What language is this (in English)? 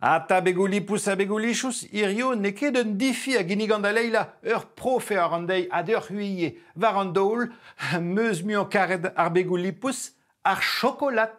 Breton